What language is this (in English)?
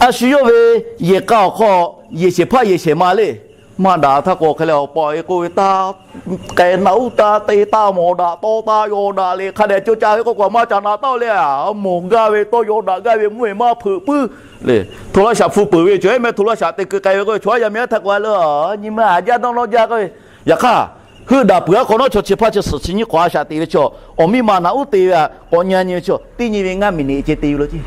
Lahu